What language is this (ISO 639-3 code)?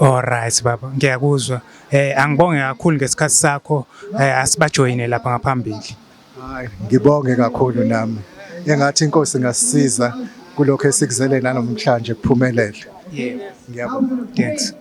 zul